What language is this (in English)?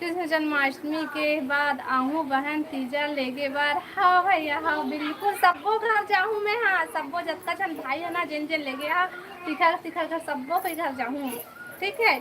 Chhattisgarhi